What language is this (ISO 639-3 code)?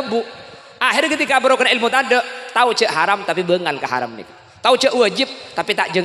mad